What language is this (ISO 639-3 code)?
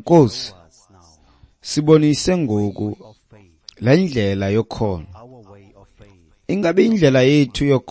xho